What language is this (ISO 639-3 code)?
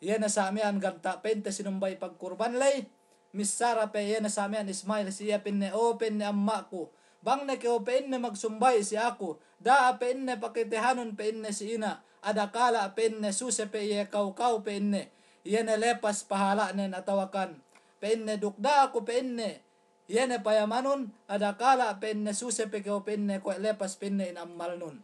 yka